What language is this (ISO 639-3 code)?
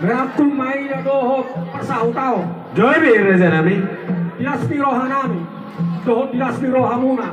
bbc